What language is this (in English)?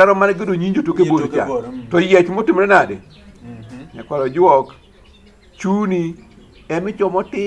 Luo (Kenya and Tanzania)